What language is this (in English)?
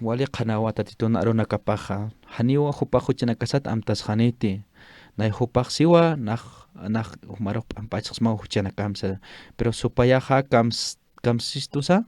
Aymara